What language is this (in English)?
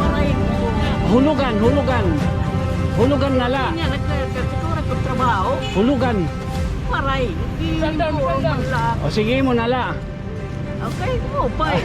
Waray